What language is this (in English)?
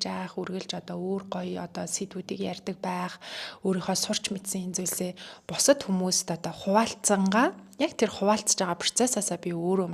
Mongolian